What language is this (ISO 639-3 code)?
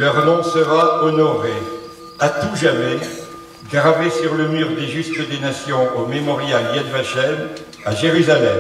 fra